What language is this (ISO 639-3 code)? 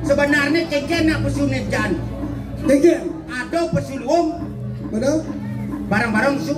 ban